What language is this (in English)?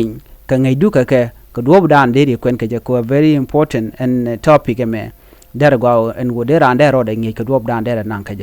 Nuer